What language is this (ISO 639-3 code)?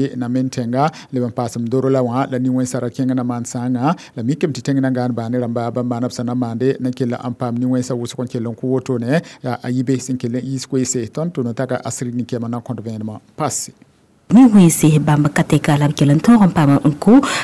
mos